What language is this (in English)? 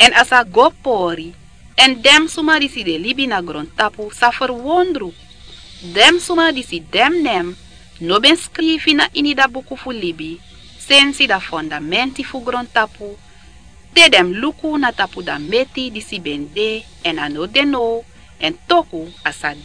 Sranan Tongo